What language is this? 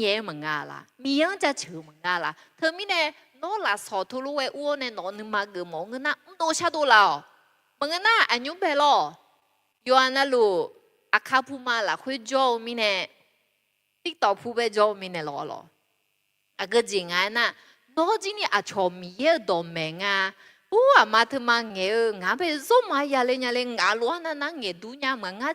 Akha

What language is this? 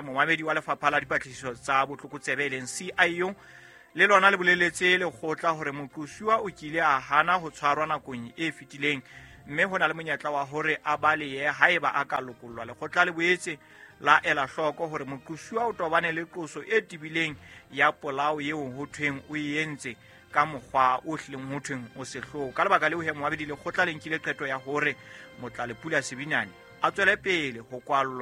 Southern Sotho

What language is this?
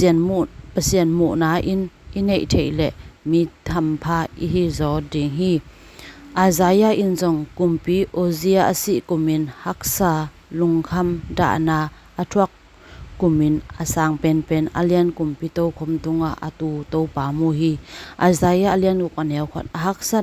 Tedim Chin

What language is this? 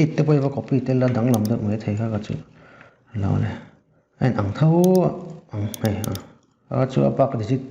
Mizo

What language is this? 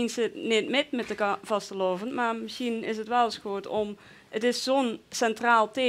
Limburgish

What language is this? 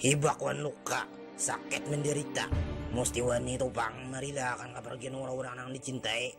Banjar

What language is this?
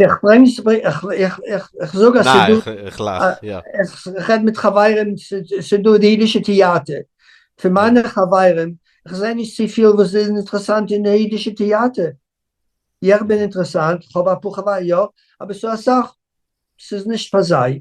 Yiddish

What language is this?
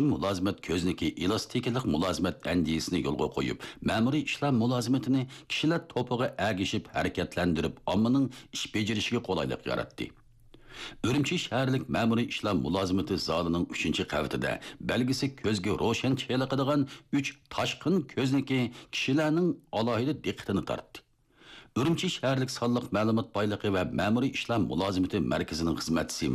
Uyghur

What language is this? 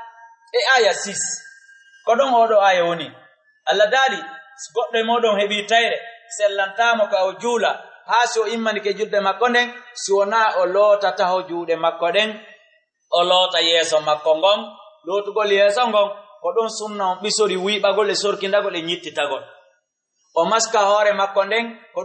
Fula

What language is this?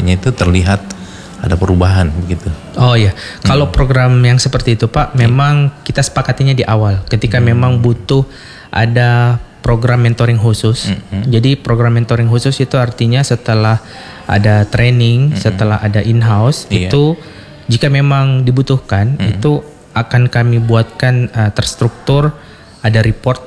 Indonesian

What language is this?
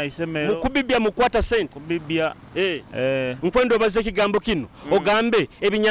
Nyoro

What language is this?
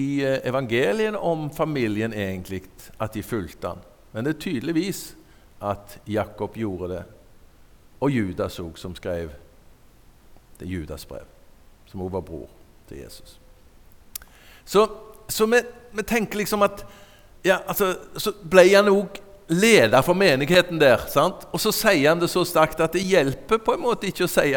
Norwegian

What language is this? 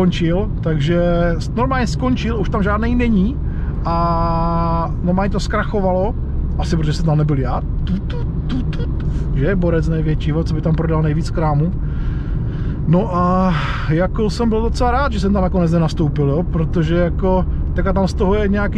Czech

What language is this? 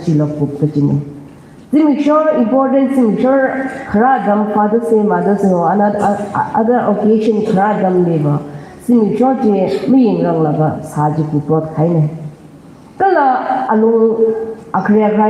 Tangkhul Naga (India)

